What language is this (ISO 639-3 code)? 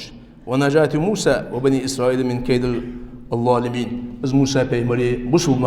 inh